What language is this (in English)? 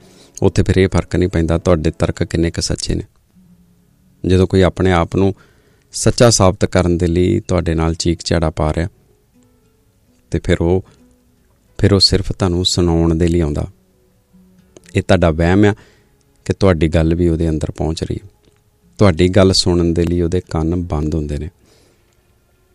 Punjabi